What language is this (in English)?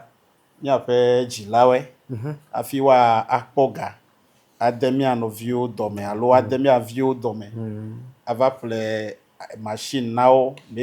Ewe